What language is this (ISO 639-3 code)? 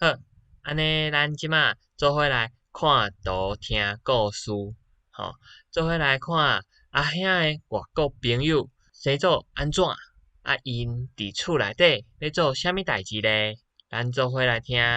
nan